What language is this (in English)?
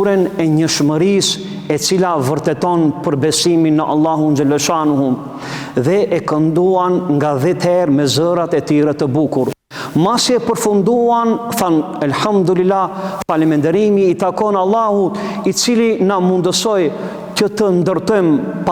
Albanian